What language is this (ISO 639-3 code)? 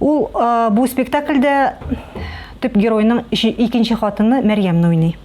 tat